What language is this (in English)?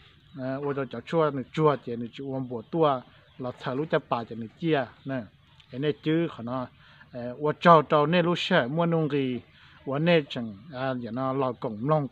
Hmong